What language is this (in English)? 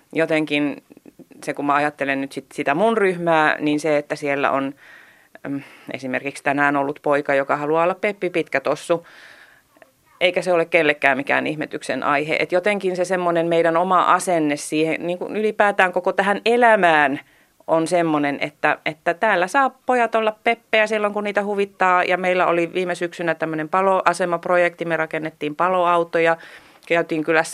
Finnish